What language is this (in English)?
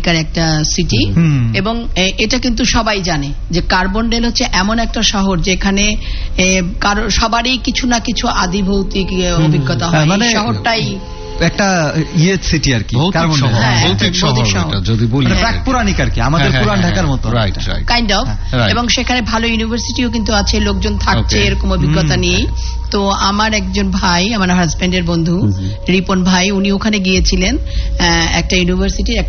Bangla